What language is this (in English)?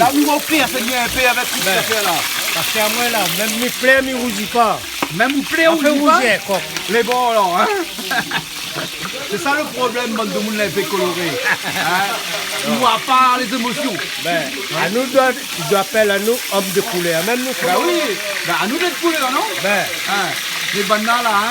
Réunion Creole French